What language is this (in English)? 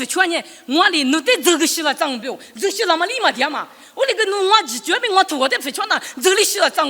Lisu